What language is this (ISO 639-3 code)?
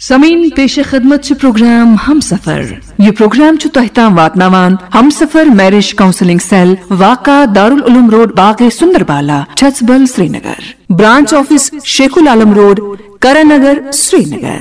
kas